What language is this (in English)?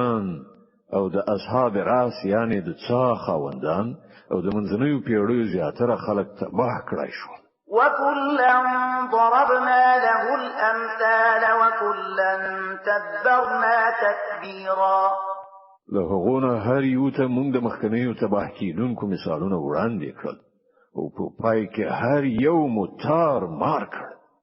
Pashto